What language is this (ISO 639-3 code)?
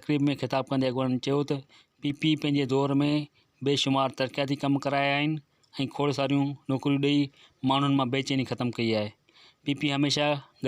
snd